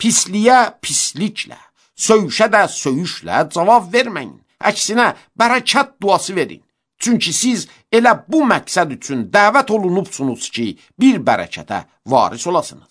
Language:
Azerbaijani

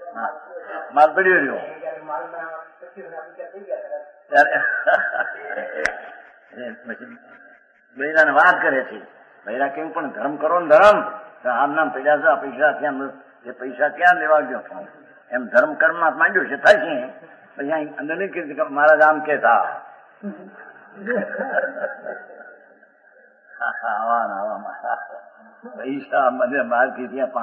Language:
Gujarati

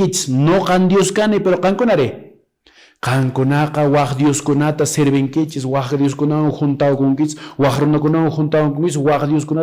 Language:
Quechua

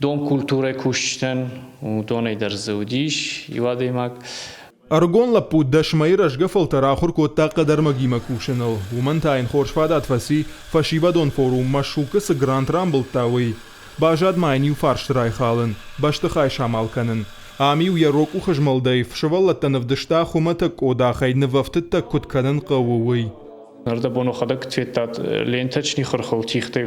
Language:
Ossetic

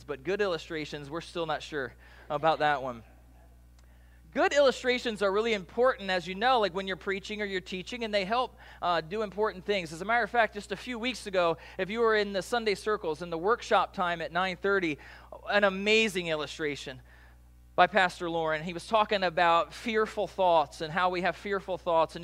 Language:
English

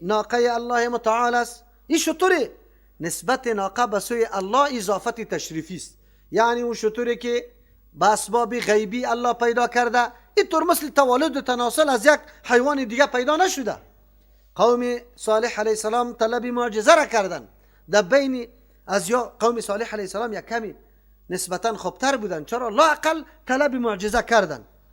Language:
Persian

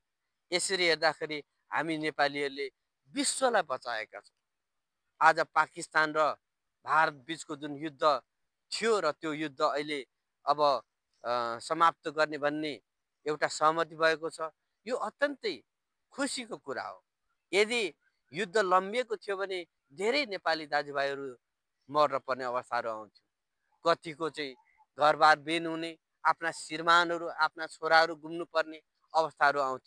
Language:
Nepali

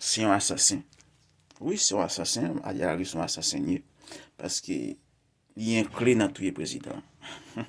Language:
Haitian Creole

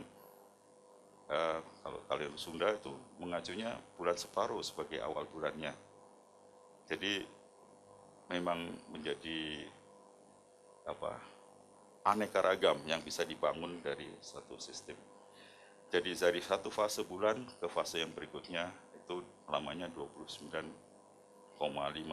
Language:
Indonesian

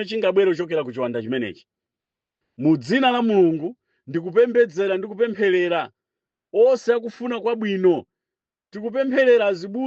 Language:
Nyanja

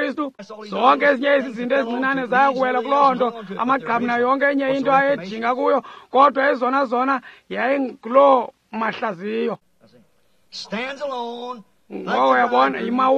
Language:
Xhosa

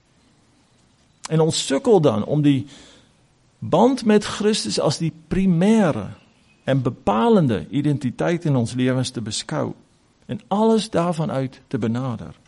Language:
Afrikaans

